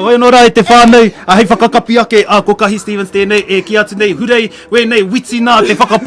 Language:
Māori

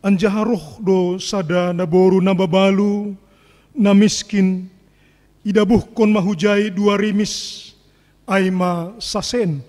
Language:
Batak Simalungun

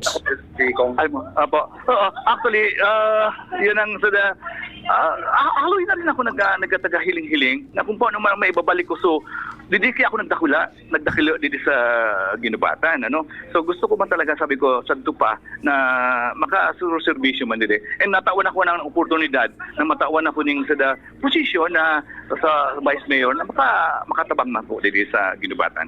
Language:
Bikol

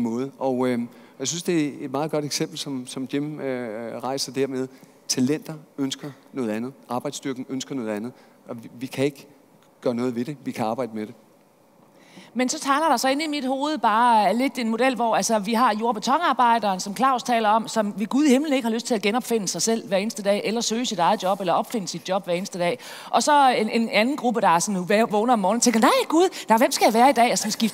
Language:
Danish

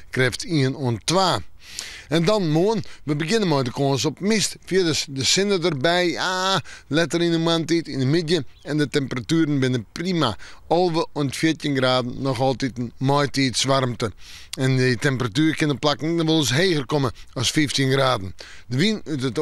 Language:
Western Frisian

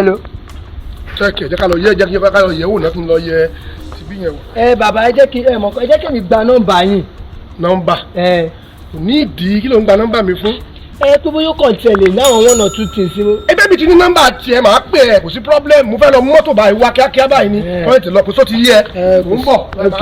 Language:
Yoruba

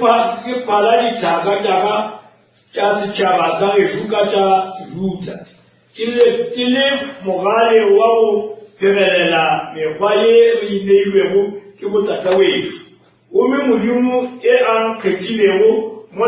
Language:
Northern Sotho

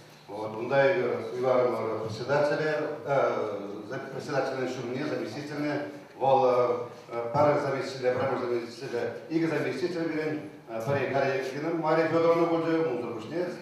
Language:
Chuvash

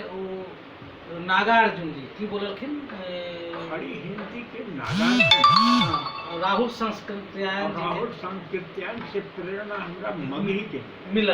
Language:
Magahi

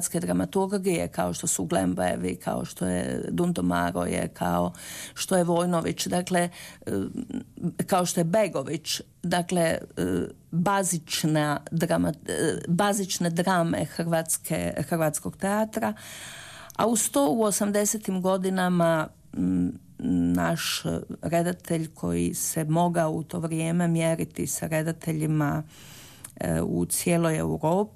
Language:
Croatian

